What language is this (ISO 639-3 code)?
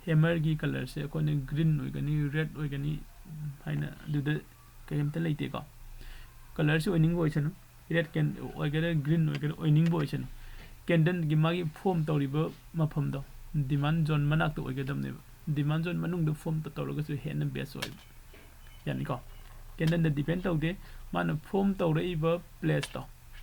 mni